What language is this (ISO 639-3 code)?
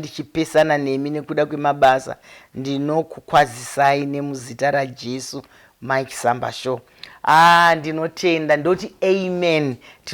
sna